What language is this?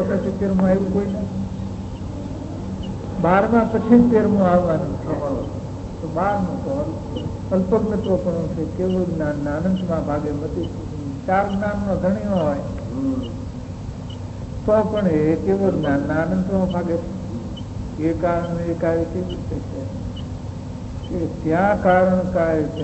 Gujarati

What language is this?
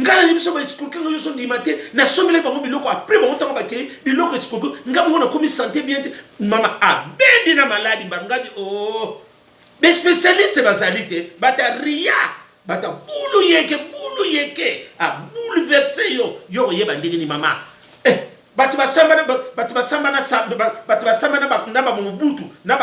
Lingala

